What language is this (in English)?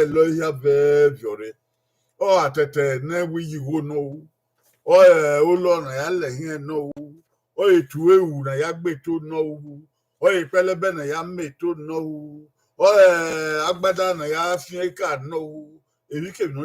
Bini